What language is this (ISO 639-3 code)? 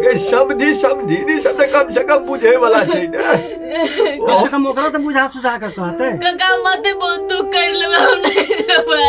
mai